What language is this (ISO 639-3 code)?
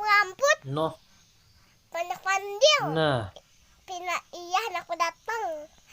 bjn